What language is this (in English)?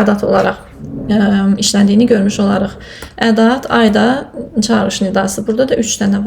Azerbaijani